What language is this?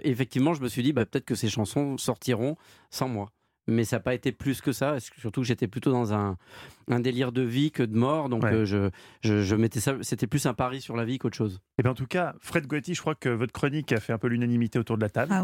French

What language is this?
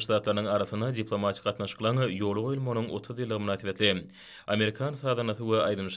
Turkmen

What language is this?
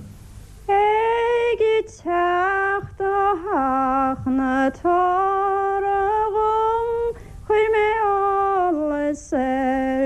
Irish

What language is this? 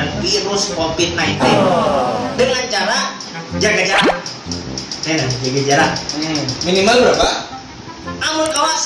Banjar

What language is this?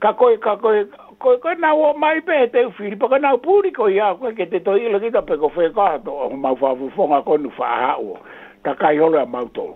Tongan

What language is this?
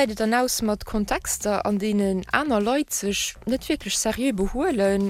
Luxembourgish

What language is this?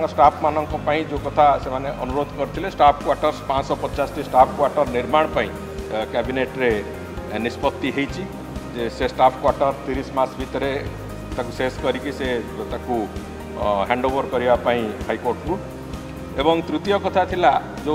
Odia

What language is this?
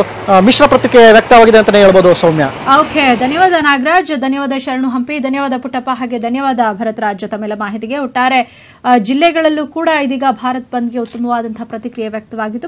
Kannada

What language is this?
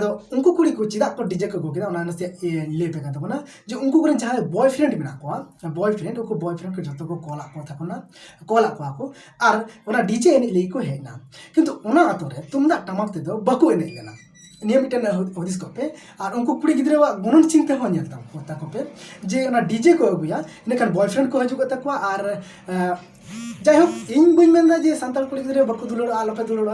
Santali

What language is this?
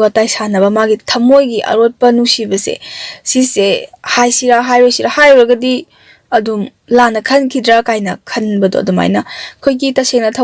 Manipuri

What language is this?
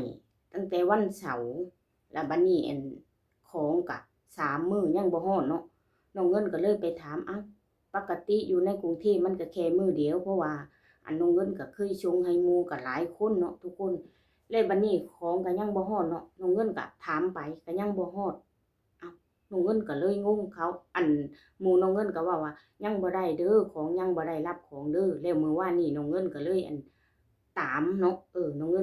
Lao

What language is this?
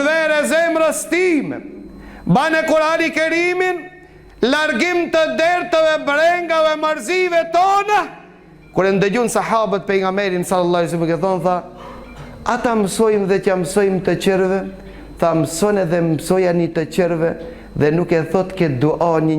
Albanian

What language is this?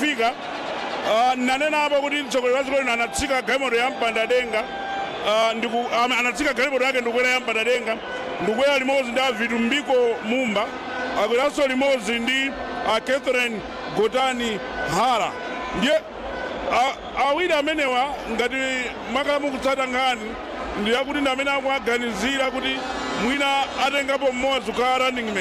Nyanja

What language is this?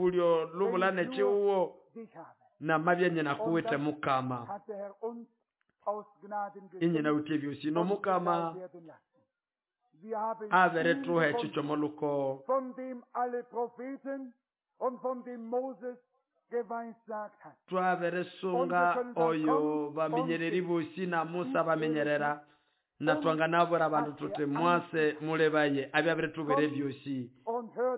Nande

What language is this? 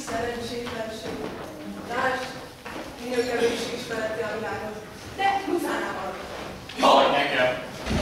Hungarian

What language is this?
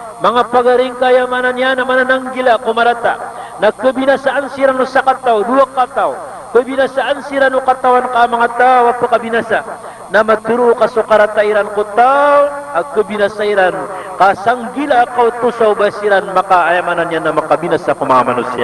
Maranao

